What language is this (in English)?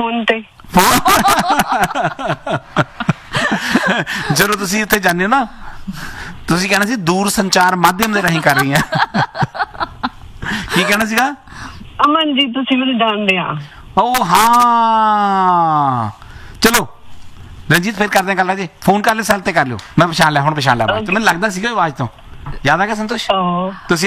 Punjabi